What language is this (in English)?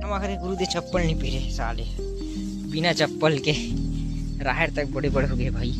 Chhattisgarhi